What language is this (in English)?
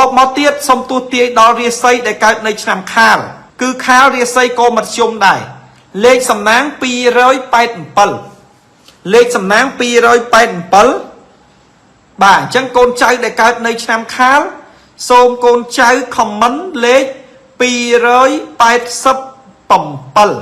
Khmer